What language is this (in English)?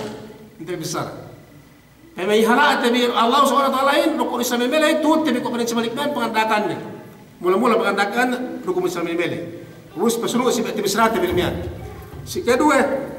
Yakan